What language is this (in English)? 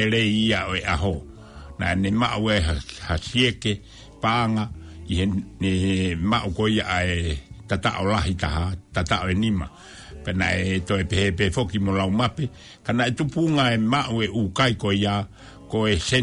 Tongan